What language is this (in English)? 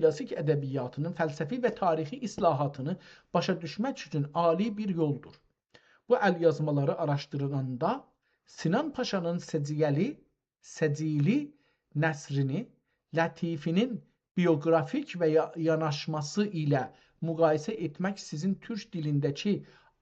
South Azerbaijani